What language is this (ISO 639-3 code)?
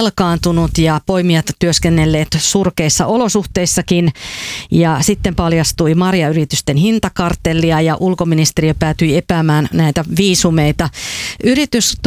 fin